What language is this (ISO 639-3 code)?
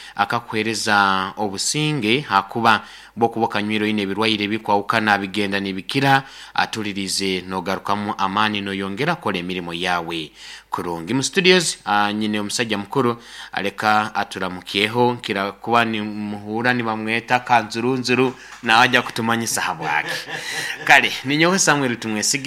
nyo